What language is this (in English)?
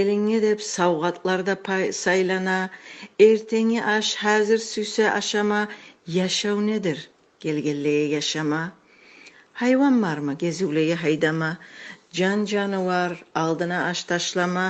Kumyk